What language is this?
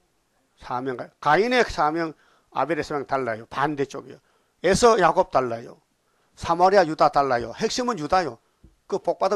Korean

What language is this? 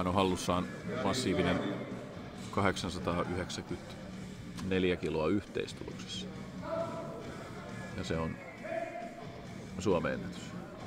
Finnish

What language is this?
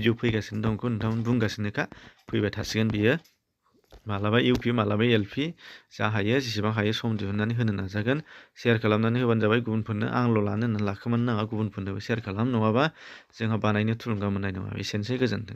Bodo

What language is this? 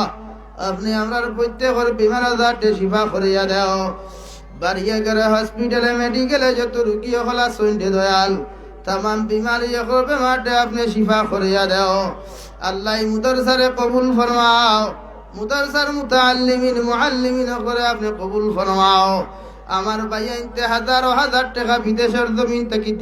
Sylheti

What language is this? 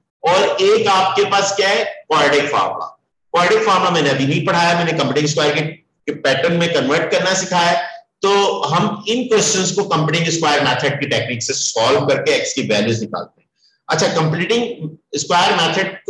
Hindi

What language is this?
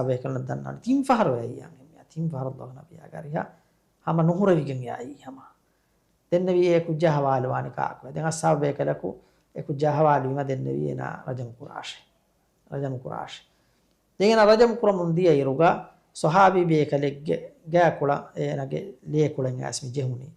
Divehi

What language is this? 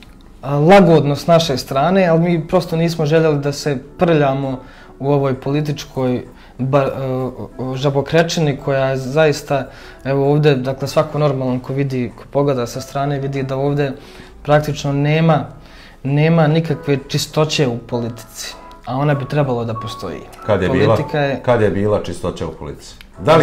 Serbian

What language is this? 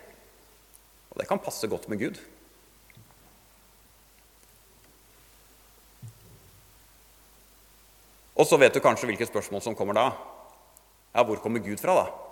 Norwegian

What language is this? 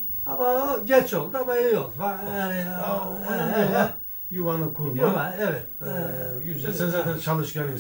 Turkish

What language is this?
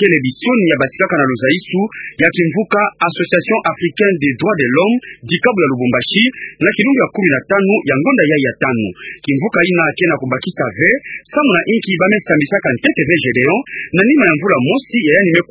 Kituba (Democratic Republic of Congo)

